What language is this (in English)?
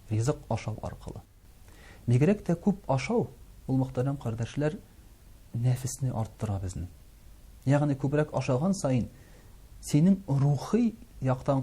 Tatar